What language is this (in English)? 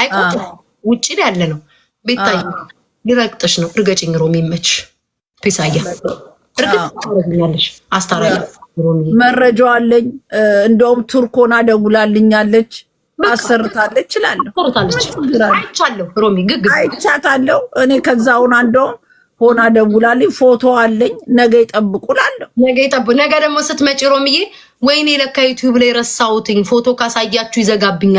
Amharic